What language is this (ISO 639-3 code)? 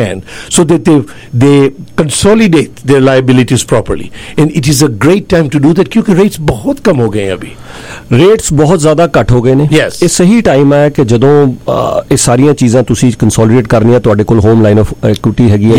pan